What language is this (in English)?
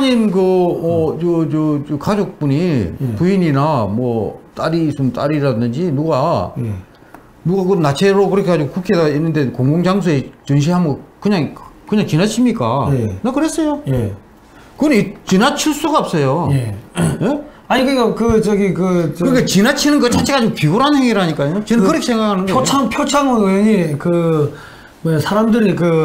Korean